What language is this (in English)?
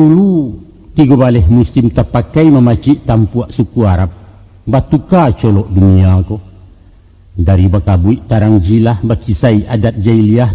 Minangkabau